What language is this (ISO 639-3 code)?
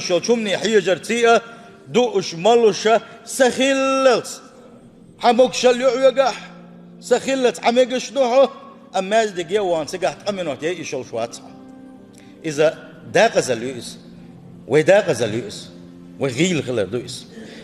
che